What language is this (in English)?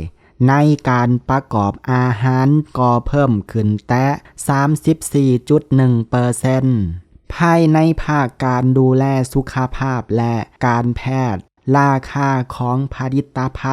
Lao